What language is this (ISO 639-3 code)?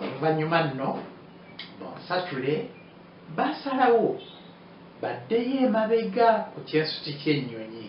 lug